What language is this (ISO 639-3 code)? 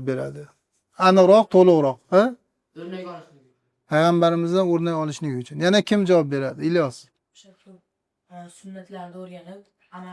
uzb